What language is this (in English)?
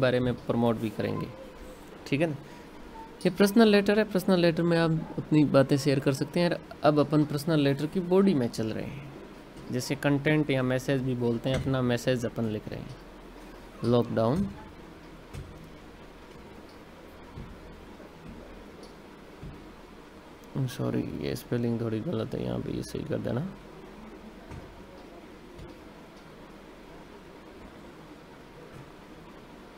Hindi